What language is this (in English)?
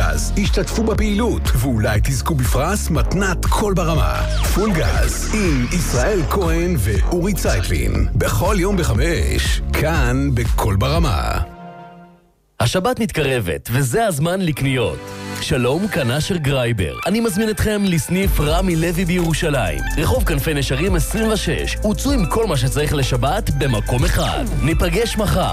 Hebrew